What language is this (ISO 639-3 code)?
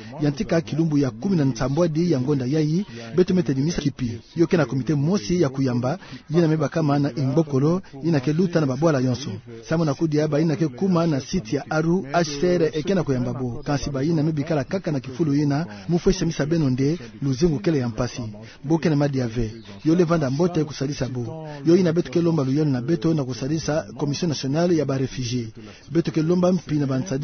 ktu